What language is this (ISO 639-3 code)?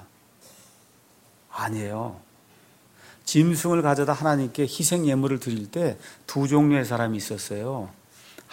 kor